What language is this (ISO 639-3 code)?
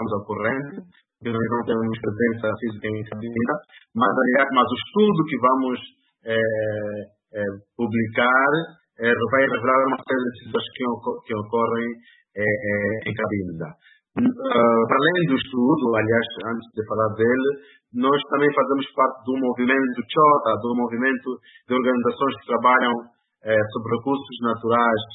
por